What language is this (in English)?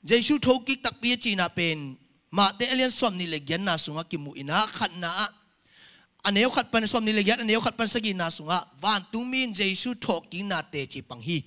Tedim Chin